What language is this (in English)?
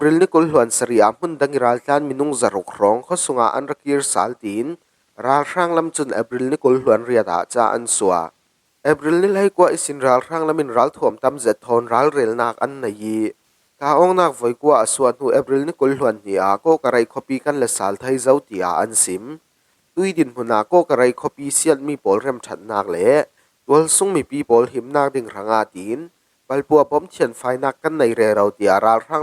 Falam Chin